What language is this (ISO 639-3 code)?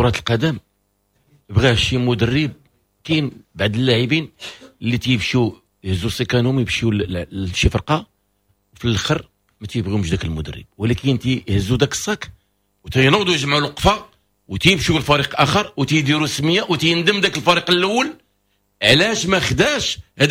ary